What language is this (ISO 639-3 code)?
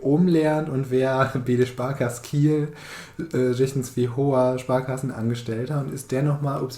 nds